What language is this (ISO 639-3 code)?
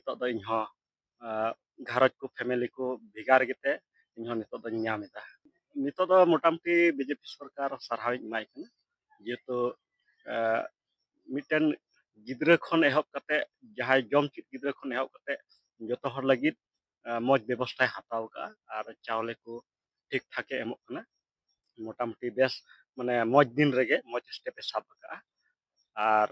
sat